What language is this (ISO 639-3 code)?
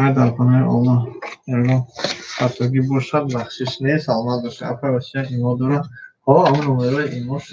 tgk